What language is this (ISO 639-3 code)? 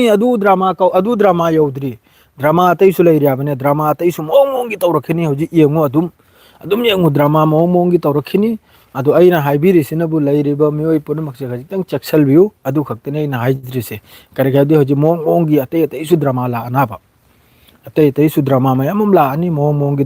mni